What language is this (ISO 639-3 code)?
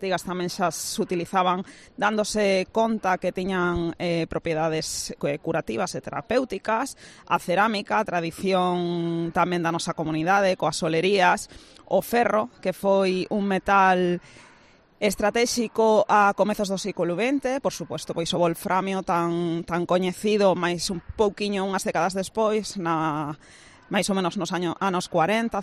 glg